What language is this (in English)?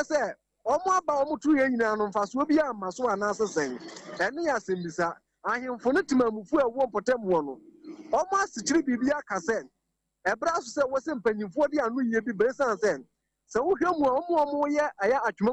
Akan